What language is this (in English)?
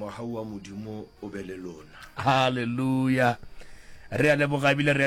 Northern Sotho